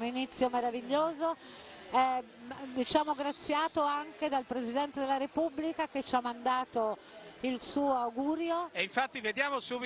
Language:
Italian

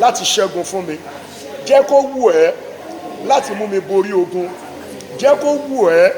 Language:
Yoruba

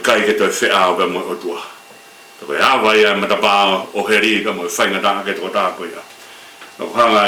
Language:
Tongan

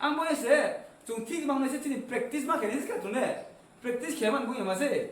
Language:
Riang (India)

